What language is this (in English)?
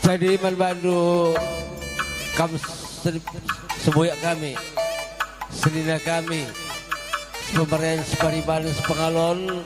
Batak Karo